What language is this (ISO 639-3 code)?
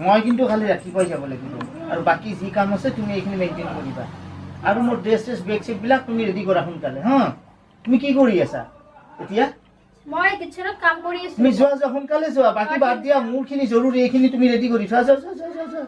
asm